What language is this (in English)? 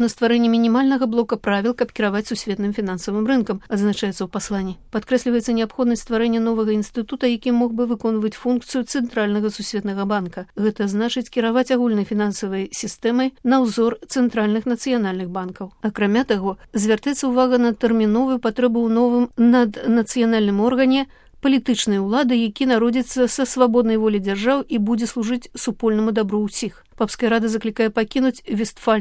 Belarusian